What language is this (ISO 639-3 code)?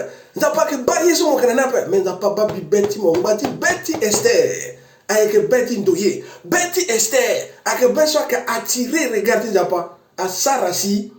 sag